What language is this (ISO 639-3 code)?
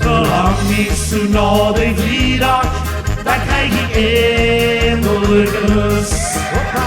lim